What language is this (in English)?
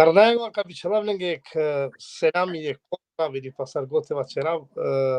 Balkan Romani